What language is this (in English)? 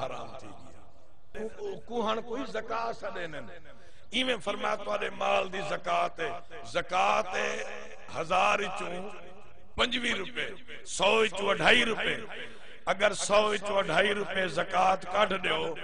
Saraiki